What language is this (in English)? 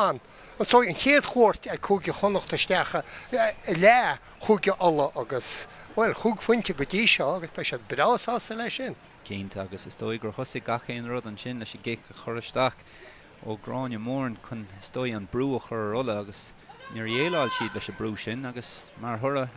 Irish